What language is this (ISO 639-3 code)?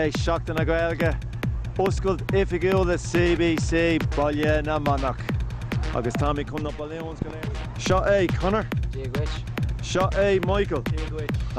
gle